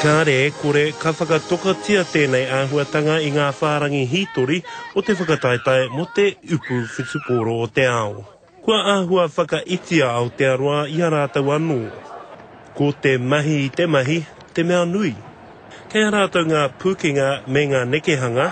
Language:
Māori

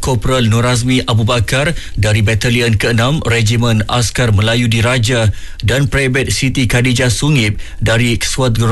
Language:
Malay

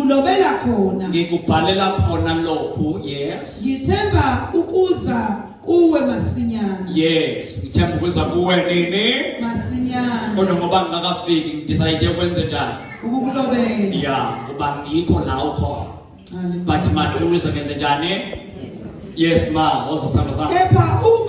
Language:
Zulu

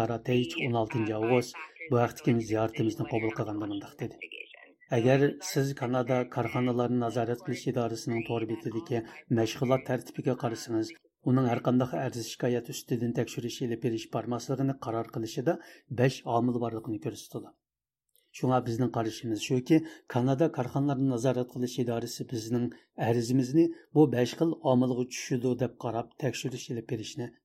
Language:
Uyghur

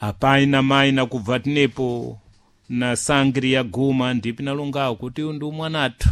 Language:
Sena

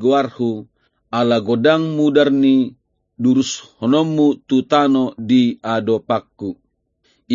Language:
Batak Toba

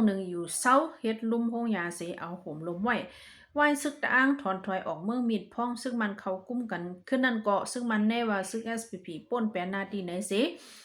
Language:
Shan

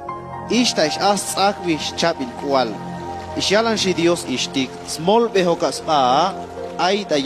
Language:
Chuj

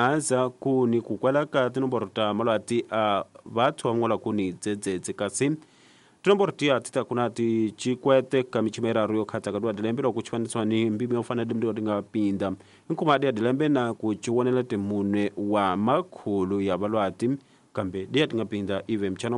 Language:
Tsonga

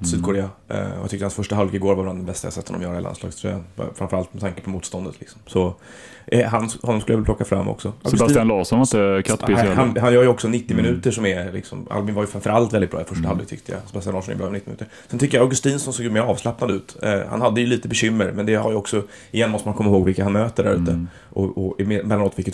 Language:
Swedish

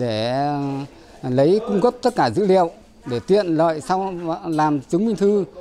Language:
Vietnamese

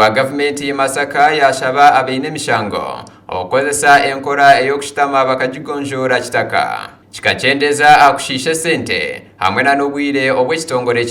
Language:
Nyankole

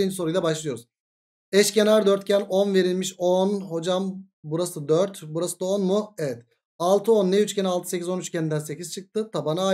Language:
Turkish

